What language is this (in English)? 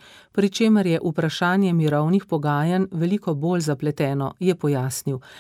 Slovenian